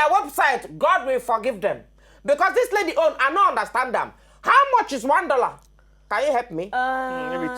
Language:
Nigerian Pidgin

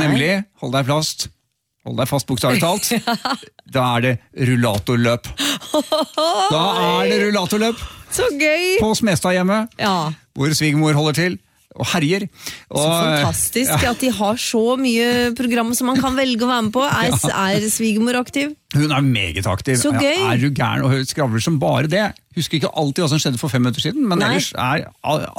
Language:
Norwegian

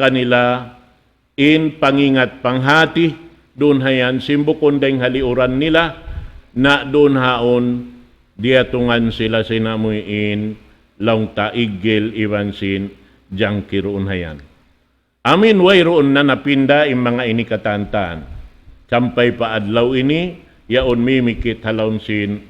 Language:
Tausug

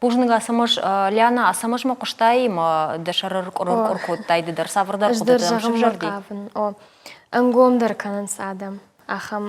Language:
Ossetic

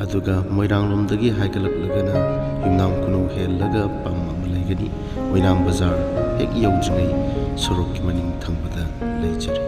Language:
Manipuri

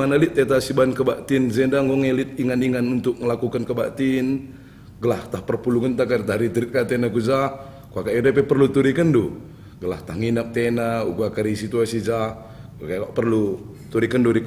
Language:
Batak Karo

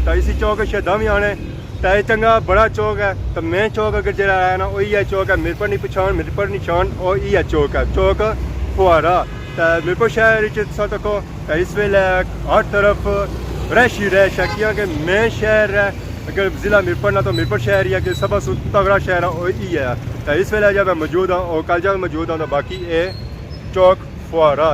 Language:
Pahari-Potwari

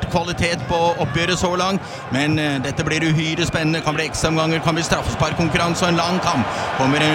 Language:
Norwegian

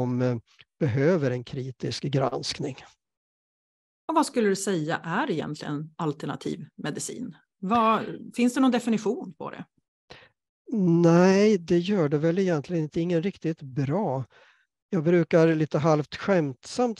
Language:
Swedish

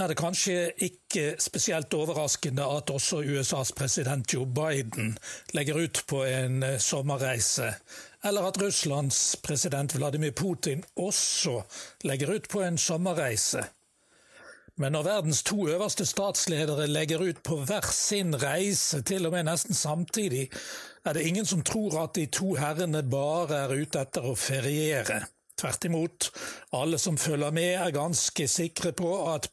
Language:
Norwegian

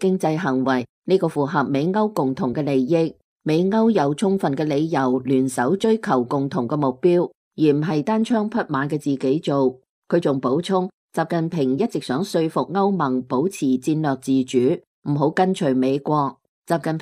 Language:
Cantonese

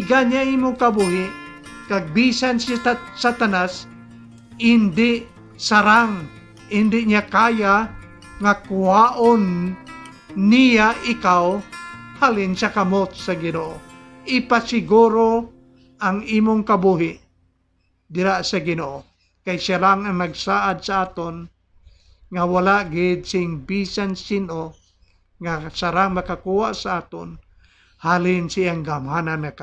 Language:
Hiligaynon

